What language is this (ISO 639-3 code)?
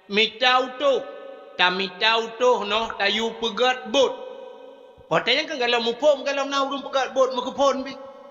ace